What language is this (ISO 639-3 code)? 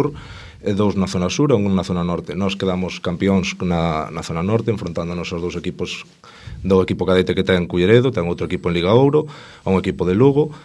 glg